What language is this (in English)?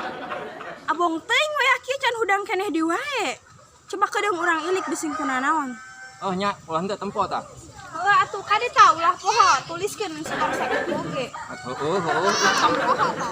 Sundanese